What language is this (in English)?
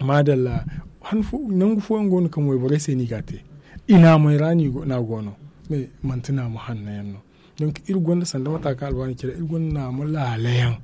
Zarma